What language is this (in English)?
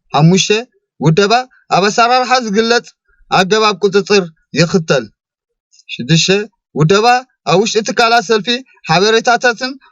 Tigrinya